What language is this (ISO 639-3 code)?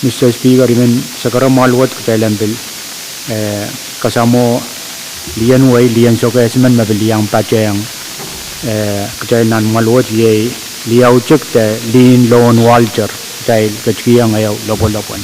pon